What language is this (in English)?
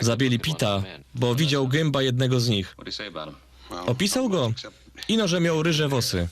Silesian